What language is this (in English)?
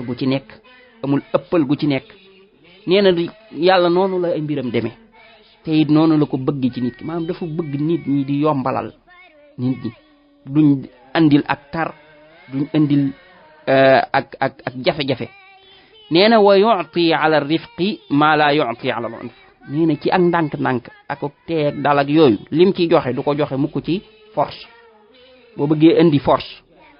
Wolof